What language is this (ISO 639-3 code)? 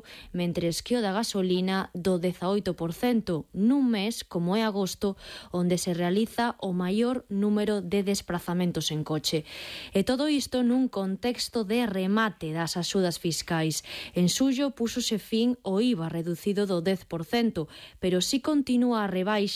glg